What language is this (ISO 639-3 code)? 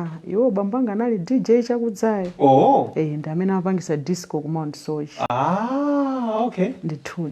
nya